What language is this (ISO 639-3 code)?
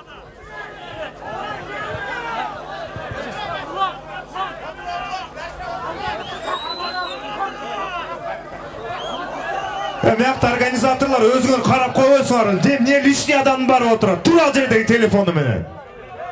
kaz